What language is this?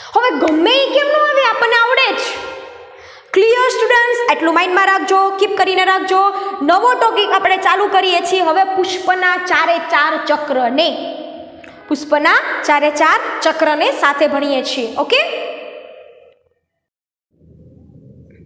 Gujarati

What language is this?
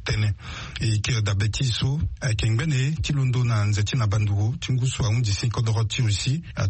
Sango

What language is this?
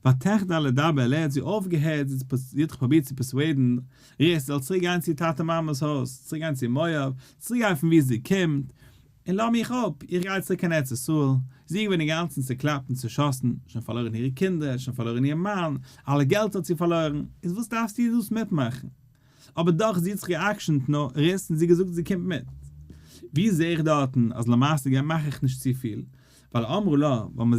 Yiddish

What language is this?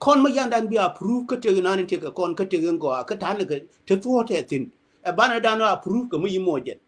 Nuer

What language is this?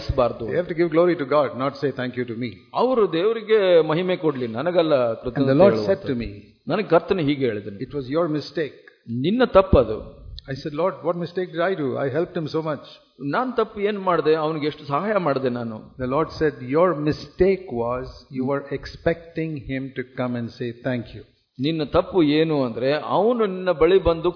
Kannada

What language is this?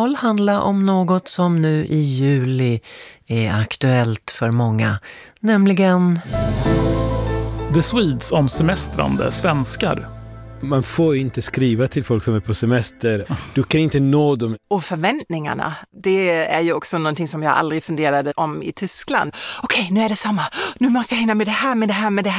Swedish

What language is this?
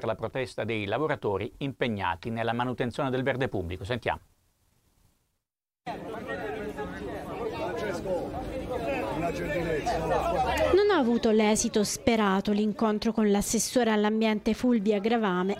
Italian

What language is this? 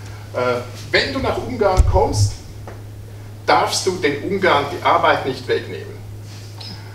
German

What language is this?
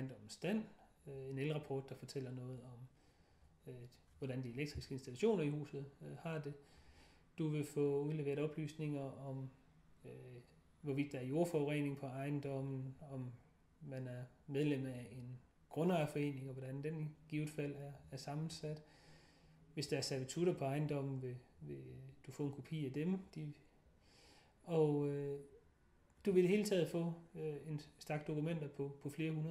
Danish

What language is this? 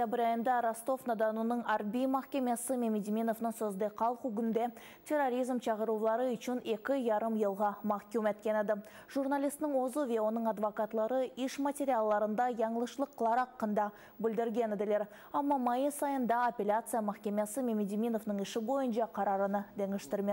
Crimean Tatar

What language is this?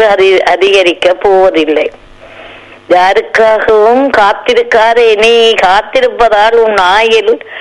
Tamil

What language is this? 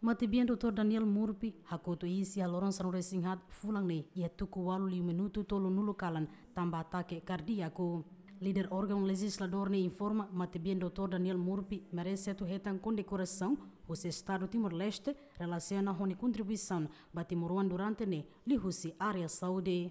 Tetum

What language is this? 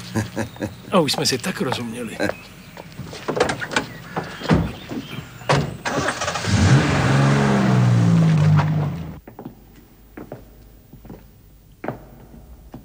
Czech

